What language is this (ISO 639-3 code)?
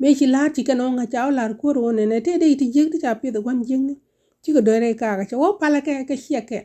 nus